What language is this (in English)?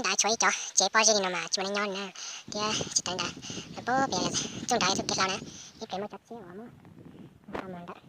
Hmong